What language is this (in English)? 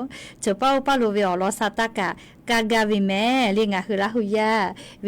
Lahu